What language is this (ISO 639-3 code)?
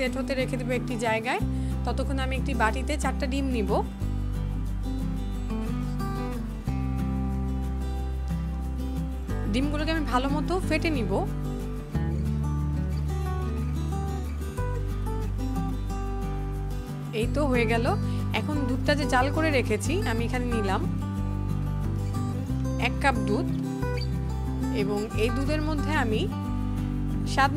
ben